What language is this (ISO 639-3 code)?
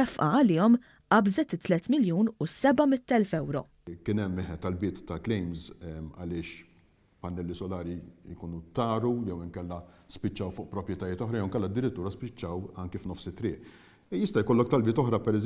mlt